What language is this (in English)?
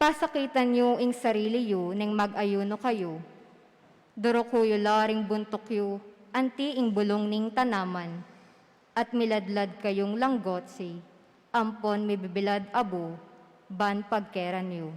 Pampanga